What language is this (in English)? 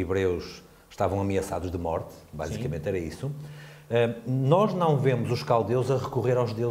Portuguese